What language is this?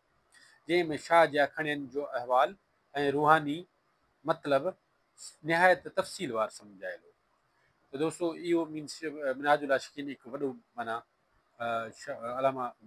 Sindhi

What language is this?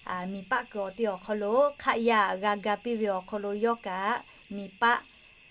Lahu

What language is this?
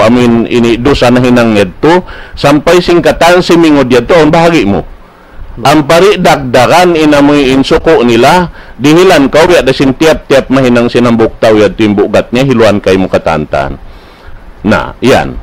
Tausug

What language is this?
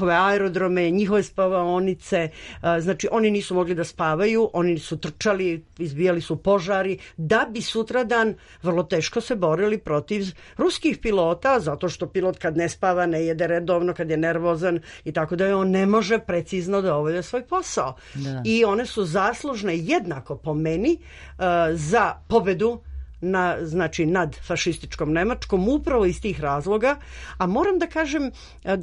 Serbian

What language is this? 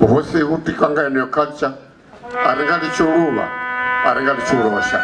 Venda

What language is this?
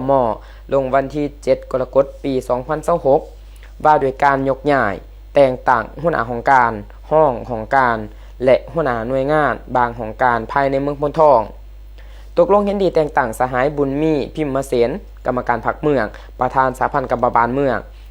Lao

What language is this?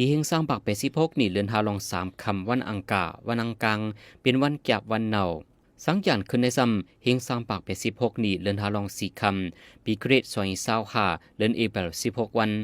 Lao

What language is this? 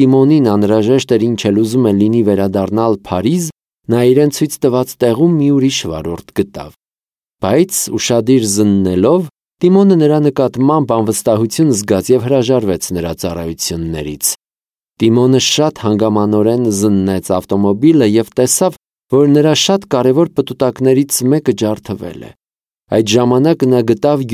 Armenian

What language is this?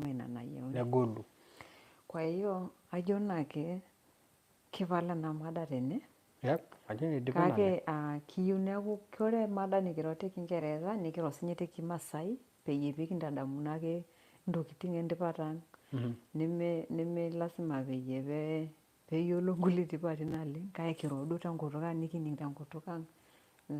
Masai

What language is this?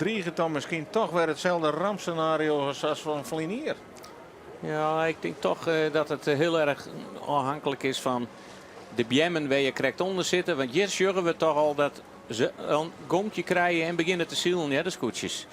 Western Frisian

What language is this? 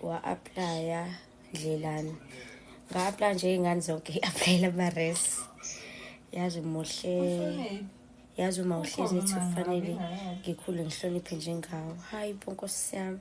Zulu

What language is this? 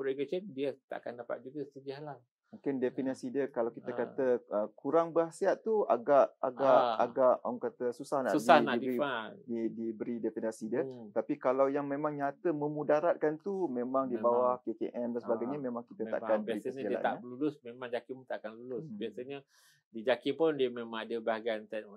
Malay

